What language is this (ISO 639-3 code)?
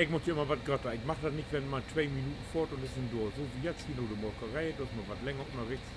nds